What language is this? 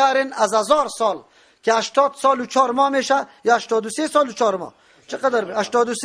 Persian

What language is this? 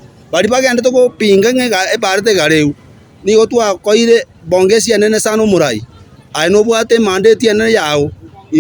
Gusii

